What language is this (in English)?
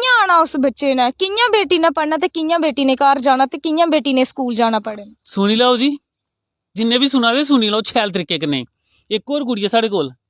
Dogri